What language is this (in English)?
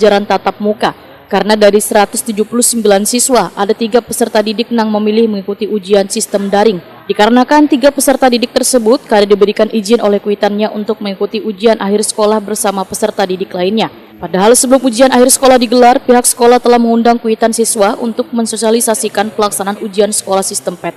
Banjar